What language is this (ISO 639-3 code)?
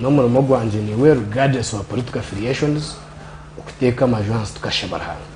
nyn